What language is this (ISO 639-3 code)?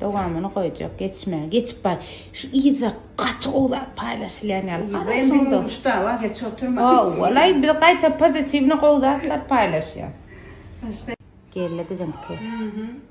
tuk